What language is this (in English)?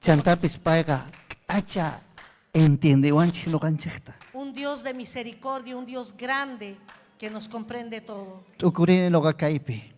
Ayacucho Quechua